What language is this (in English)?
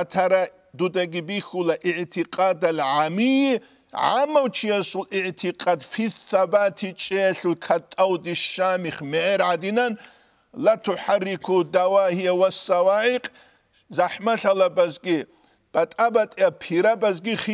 Avaric